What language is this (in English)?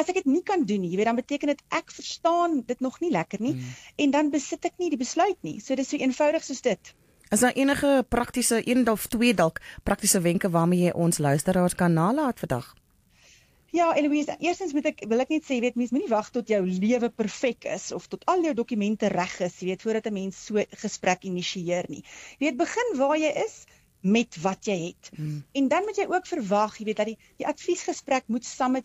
Afrikaans